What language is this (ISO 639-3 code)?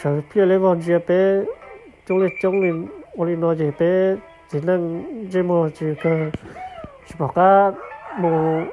hmn